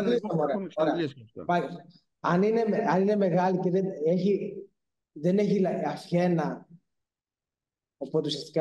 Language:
Greek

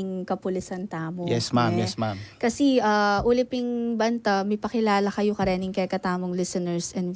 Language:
Pampanga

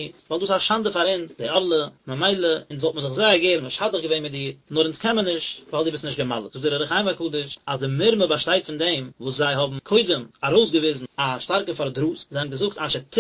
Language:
Yiddish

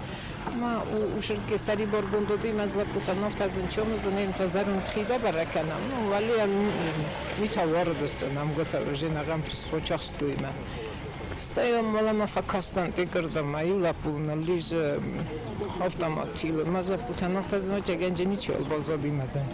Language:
Ossetic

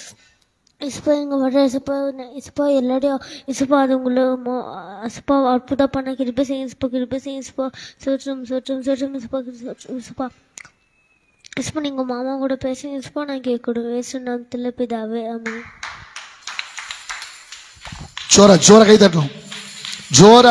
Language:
Tamil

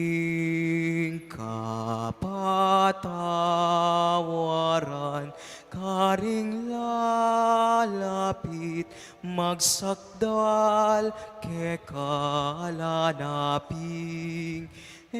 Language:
Pampanga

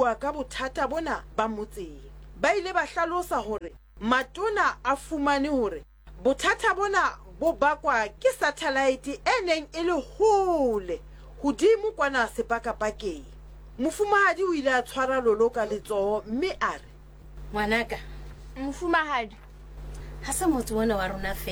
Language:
Southern Sotho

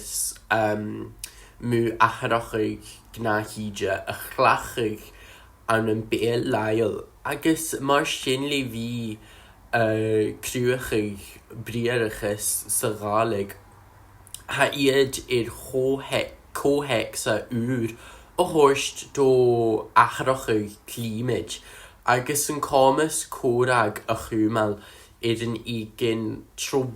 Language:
Scottish Gaelic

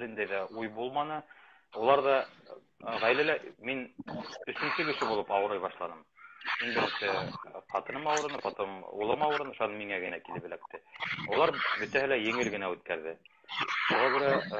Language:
Bashkir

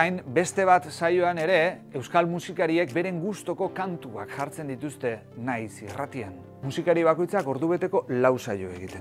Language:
Basque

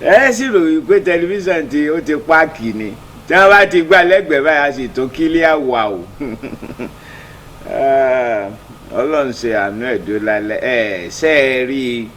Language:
Yoruba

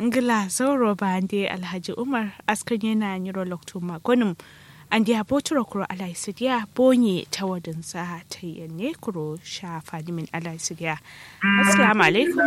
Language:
Kanuri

